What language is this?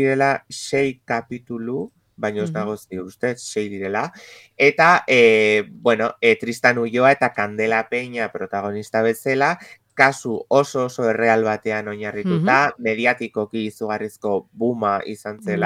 Basque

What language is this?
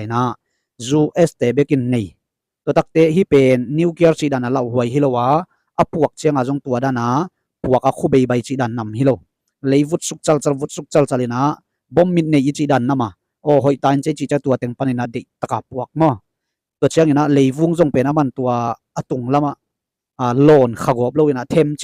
Tedim Chin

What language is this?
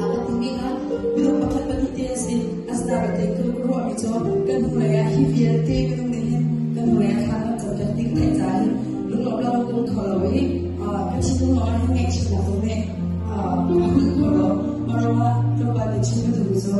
Hakha Chin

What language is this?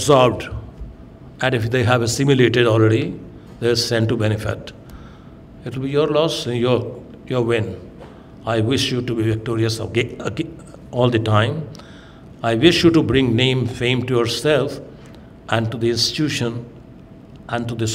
English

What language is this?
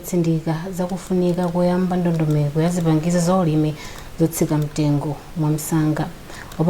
Nyanja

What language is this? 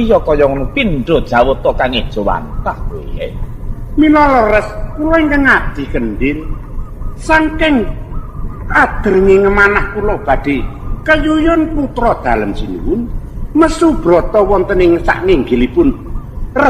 Javanese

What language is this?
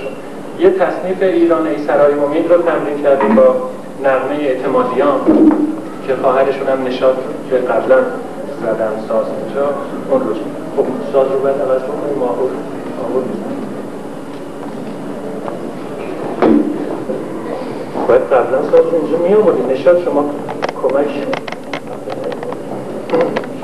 Persian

